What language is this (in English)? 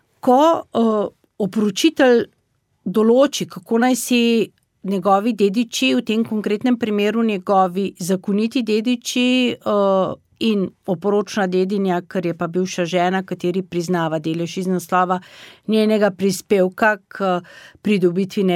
Slovenian